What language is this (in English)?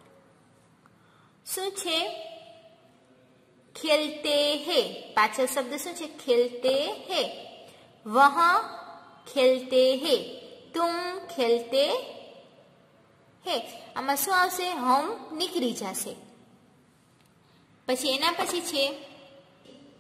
Gujarati